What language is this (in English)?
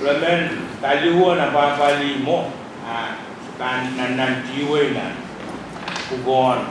Pohnpeian